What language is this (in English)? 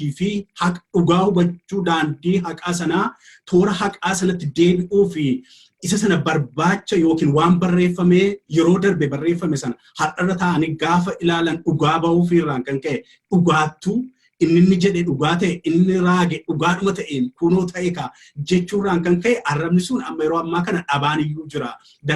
Oromo